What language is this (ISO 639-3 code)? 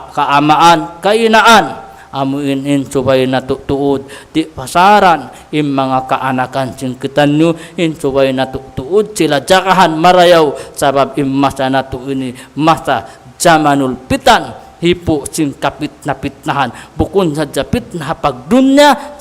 tsg